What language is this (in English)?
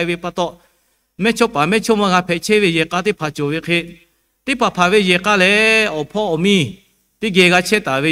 Lahu